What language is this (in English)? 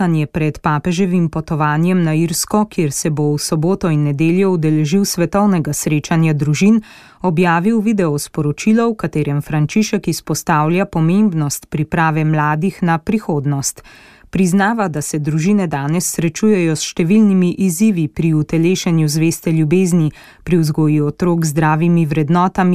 Slovenian